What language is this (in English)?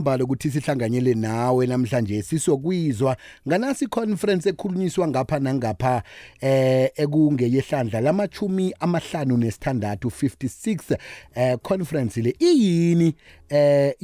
South Ndebele